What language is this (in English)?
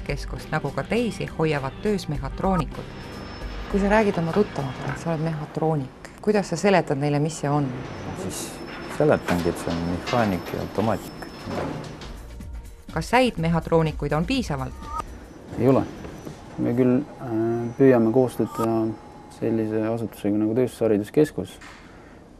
Estonian